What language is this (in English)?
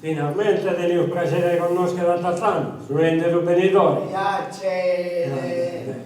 Sardinian